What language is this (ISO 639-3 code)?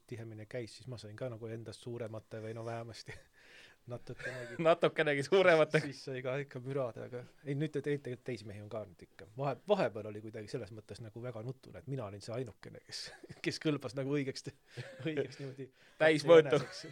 est